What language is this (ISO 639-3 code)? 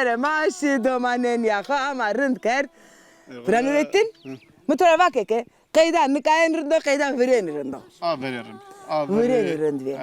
zza